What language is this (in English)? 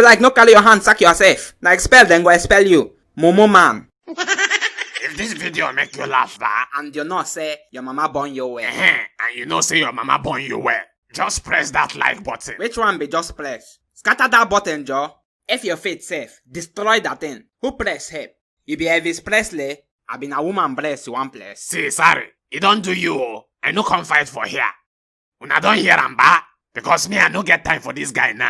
Nigerian Pidgin